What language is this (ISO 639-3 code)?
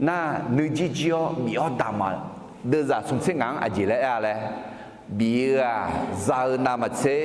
ahk